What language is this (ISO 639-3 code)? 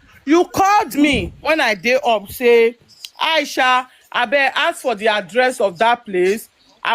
pcm